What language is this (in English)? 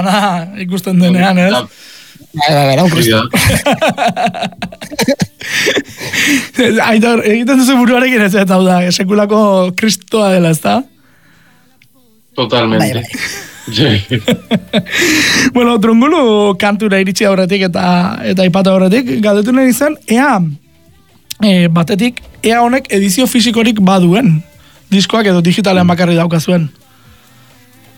Basque